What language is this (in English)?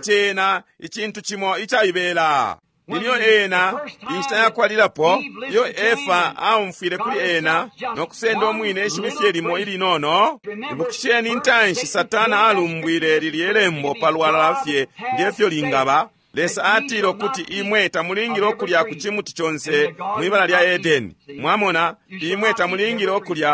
Bemba